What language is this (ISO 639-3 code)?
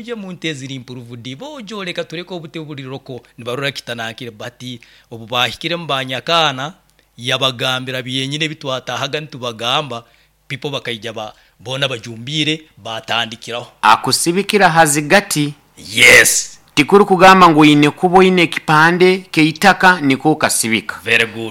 nyo